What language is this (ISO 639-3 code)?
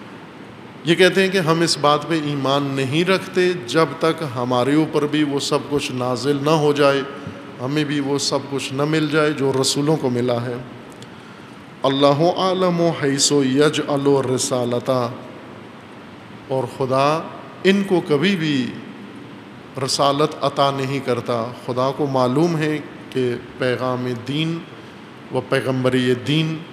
urd